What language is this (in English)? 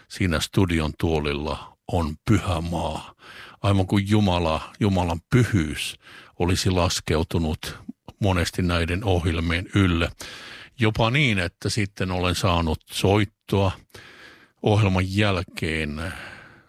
Finnish